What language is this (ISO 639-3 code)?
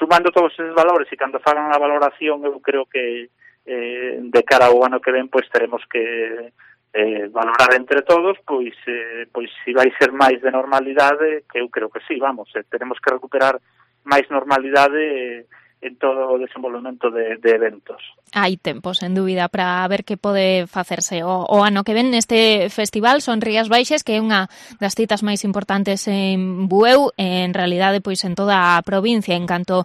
glg